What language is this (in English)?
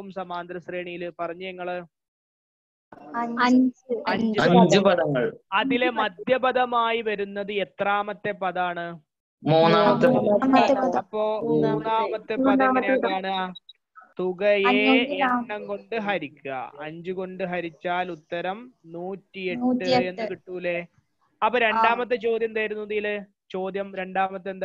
Malayalam